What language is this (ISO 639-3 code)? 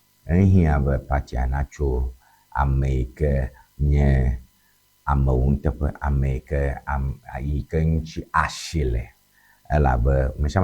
ewe